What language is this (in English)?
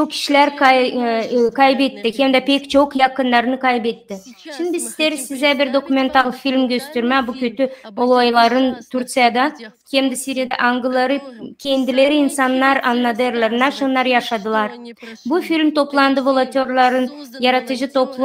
Gagauz